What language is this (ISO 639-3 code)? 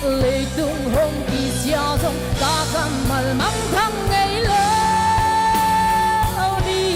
pck